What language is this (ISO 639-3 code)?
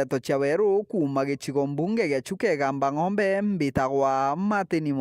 mer